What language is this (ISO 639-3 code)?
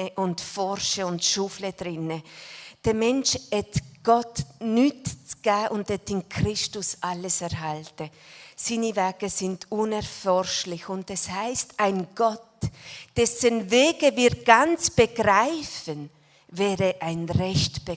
gsw